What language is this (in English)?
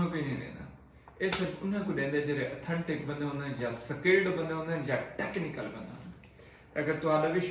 Saraiki